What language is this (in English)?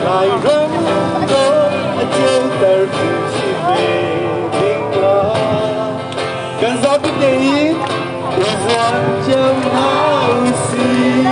Hakha Chin